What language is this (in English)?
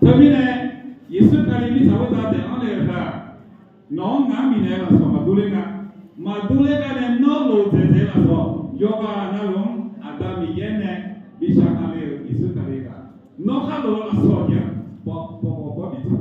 Akha